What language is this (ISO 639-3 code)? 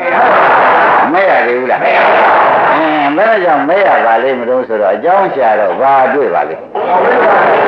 mya